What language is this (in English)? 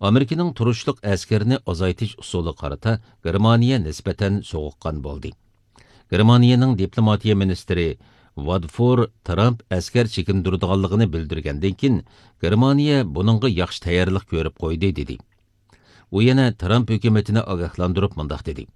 Uyghur